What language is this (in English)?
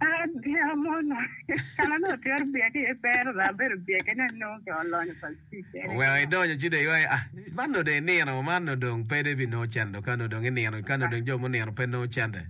Acoli